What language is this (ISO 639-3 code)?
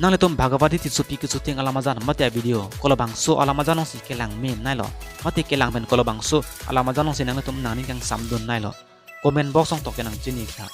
mjw